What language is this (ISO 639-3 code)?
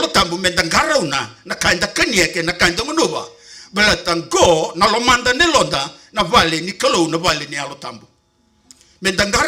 fij